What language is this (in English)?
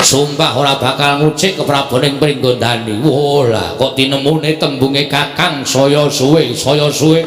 Javanese